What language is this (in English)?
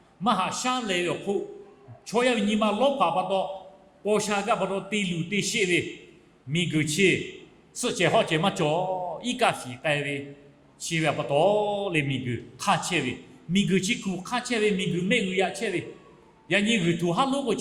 Lahu